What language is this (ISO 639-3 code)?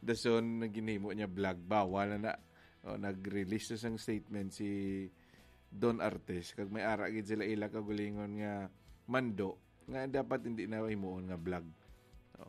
hil